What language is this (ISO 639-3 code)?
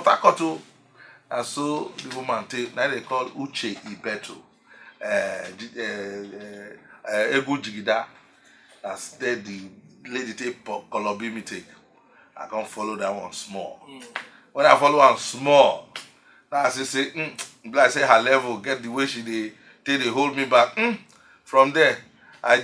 pcm